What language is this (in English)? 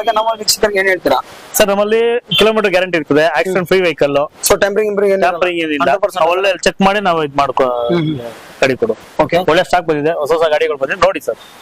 Kannada